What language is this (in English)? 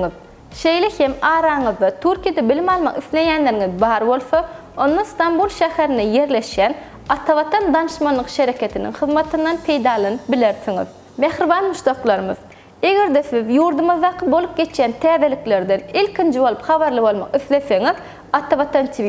Turkmen